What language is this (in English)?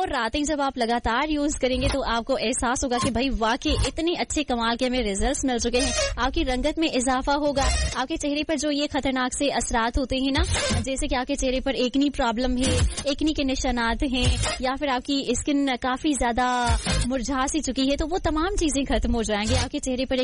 Urdu